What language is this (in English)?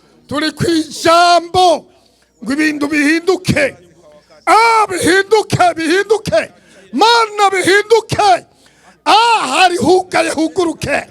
Rundi